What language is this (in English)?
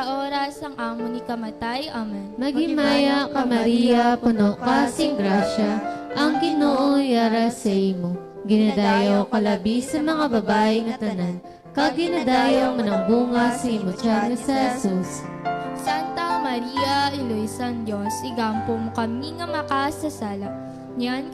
Hiligaynon